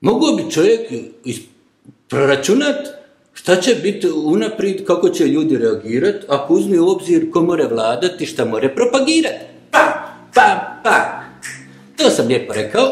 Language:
Bosnian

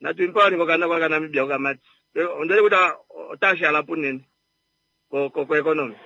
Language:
Kuanyama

